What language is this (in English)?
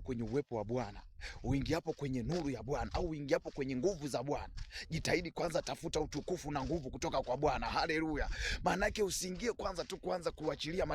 Swahili